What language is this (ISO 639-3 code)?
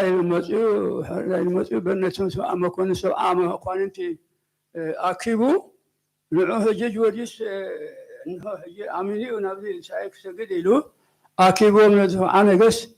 gez